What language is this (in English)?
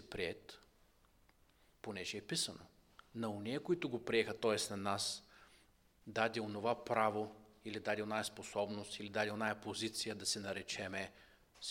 Bulgarian